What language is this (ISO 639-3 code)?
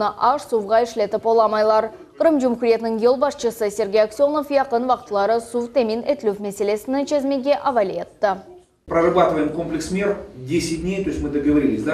crh